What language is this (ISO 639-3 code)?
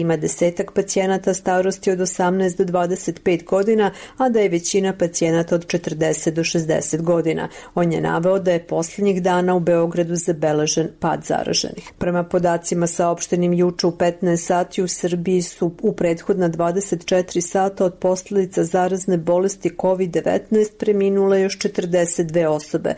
srp